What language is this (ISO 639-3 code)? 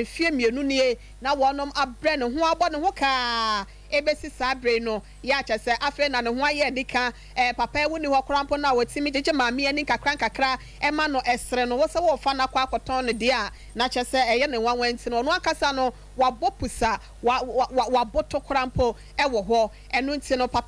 aka